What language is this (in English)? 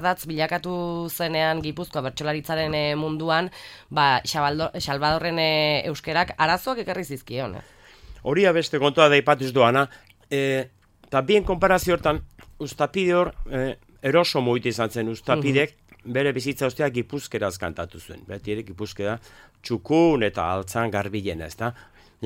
Basque